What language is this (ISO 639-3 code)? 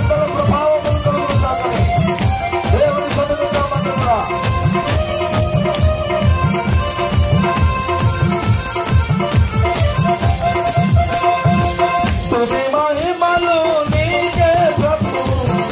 tel